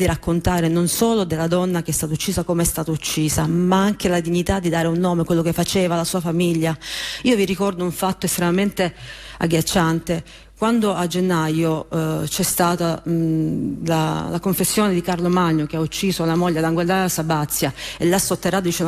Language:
Italian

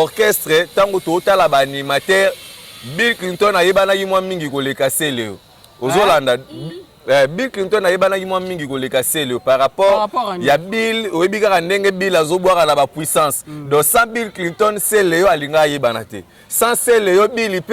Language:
Lingala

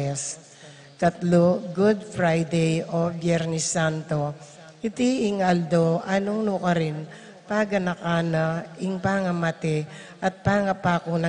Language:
Pampanga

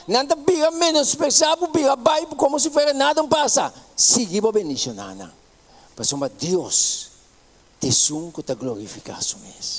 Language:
Papiamento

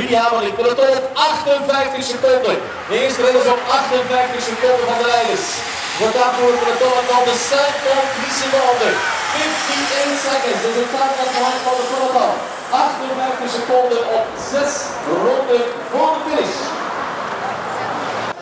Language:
Dutch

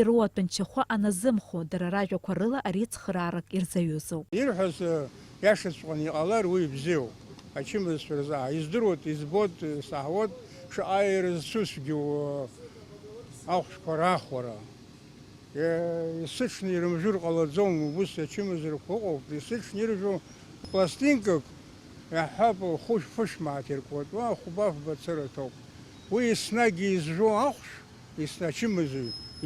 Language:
Abkhazian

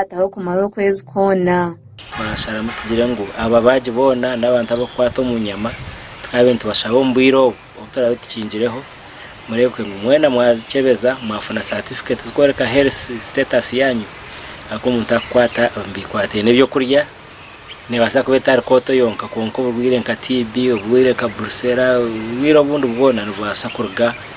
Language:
Nyankole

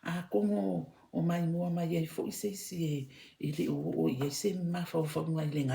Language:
Samoan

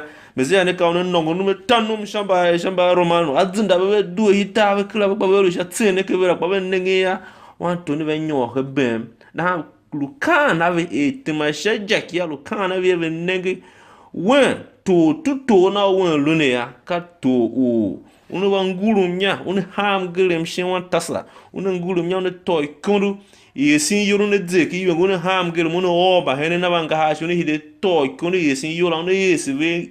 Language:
Tiv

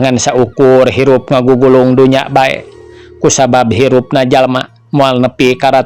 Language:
Sundanese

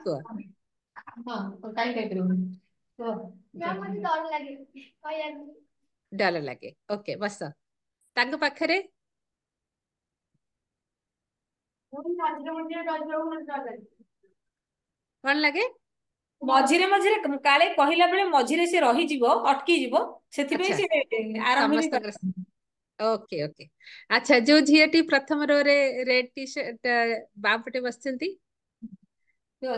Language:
Odia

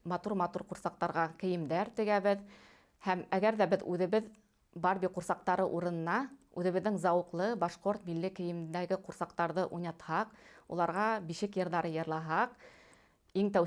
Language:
Bashkir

